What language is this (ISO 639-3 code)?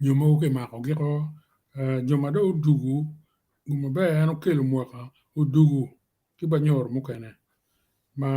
ach